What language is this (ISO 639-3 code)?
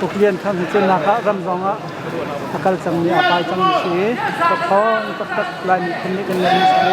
cnh